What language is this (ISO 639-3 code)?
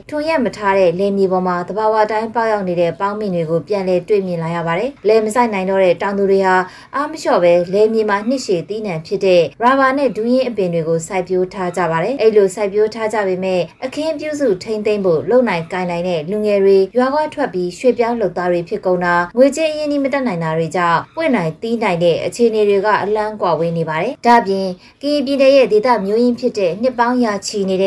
mya